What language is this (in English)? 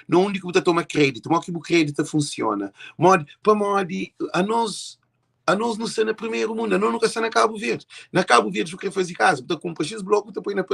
Kabuverdianu